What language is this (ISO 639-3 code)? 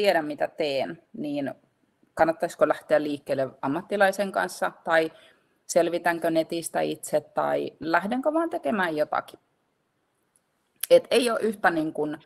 fin